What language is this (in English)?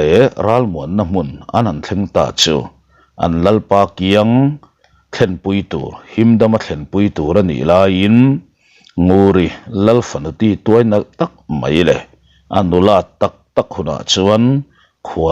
Mizo